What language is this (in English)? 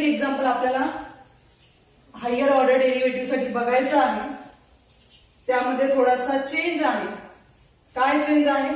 Marathi